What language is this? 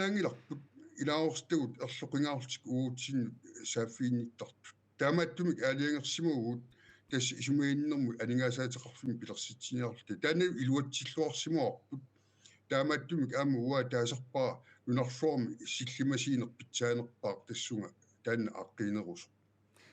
Kalaallisut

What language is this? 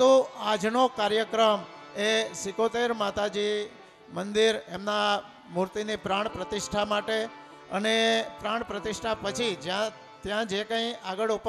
Gujarati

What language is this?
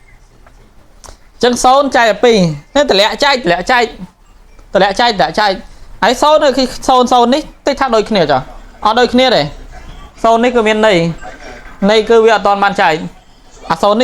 Khmer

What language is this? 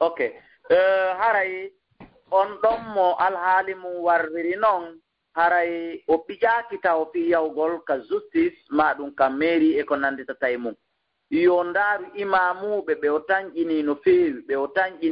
Fula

